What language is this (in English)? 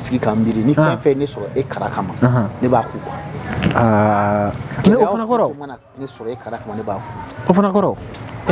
Bambara